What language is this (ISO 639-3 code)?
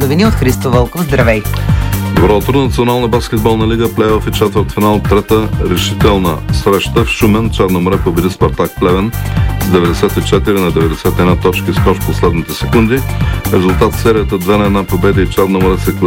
bul